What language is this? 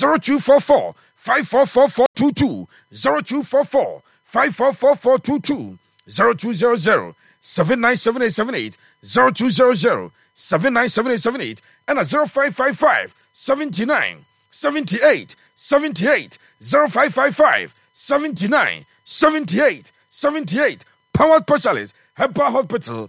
Akan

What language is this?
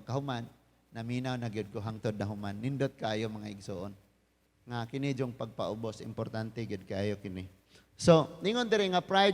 Cebuano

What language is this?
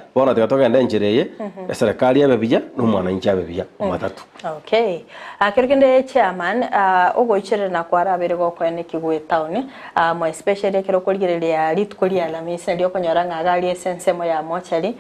Gusii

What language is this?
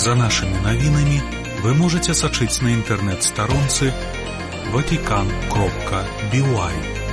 Belarusian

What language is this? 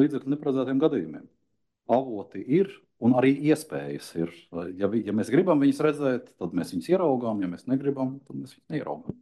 Latvian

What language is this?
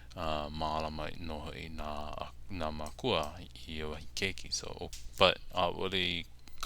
Hawaiian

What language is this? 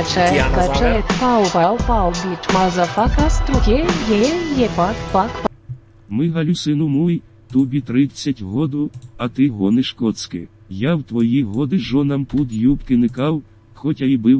Rusyn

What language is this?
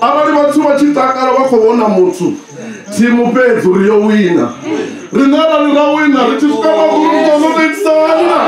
Venda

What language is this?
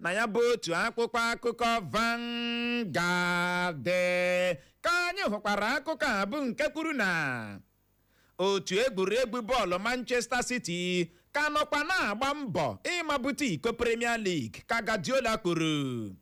Igbo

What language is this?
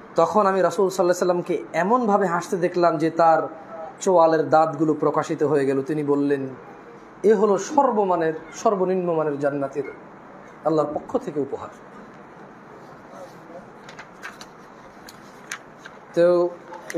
Bangla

